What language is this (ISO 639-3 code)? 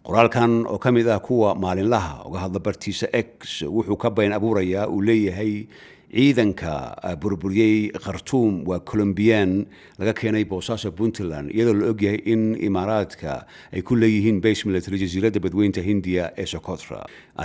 som